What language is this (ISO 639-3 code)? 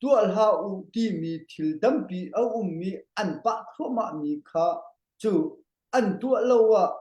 cnh